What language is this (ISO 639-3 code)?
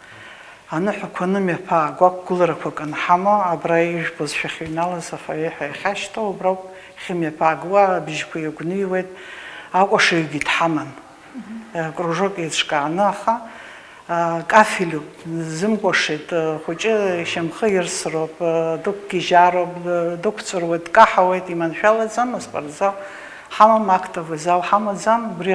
abk